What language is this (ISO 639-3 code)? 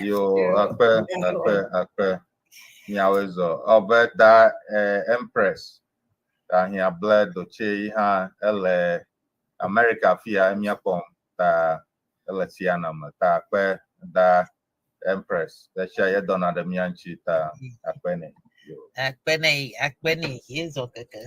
ewe